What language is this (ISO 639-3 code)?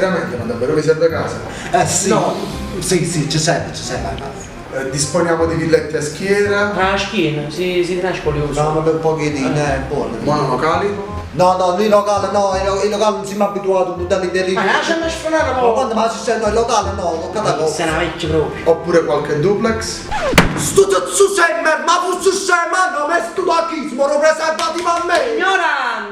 nap